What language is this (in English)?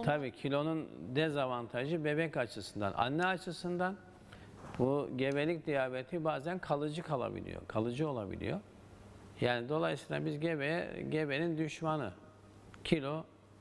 Turkish